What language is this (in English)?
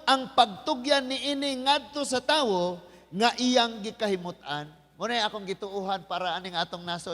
Cebuano